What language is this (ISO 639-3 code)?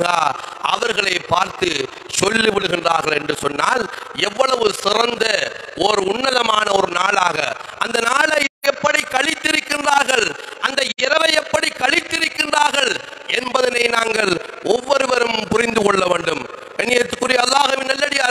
tam